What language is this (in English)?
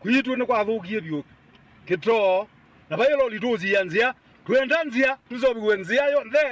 Kamba